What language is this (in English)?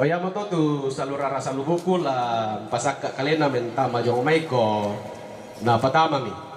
Toraja-Sa'dan